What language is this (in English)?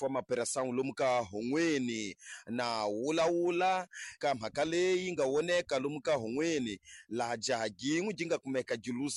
Tsonga